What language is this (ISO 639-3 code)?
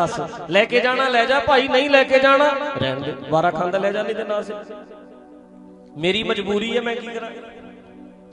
pan